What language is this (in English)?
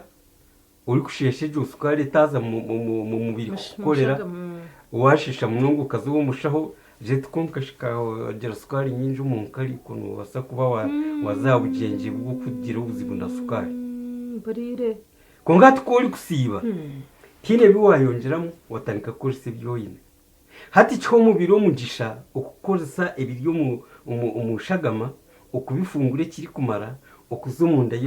Nyankole